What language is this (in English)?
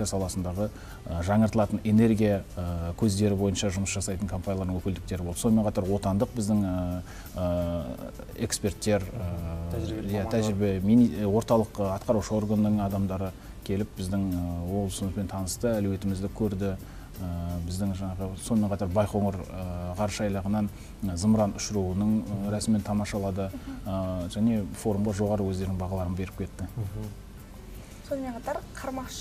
Kazakh